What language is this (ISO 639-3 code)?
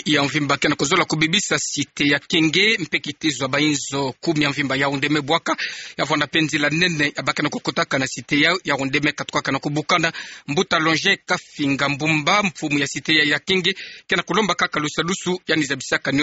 ktu